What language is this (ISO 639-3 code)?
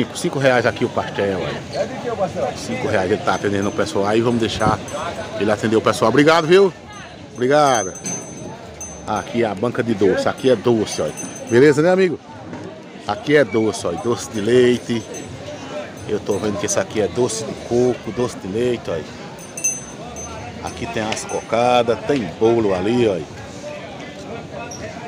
por